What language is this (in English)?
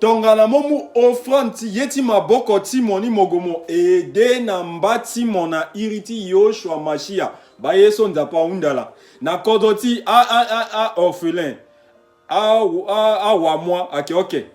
Sango